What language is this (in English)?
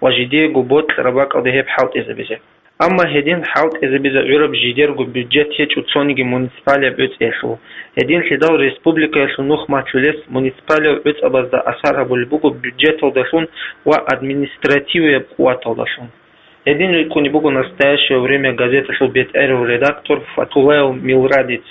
Avaric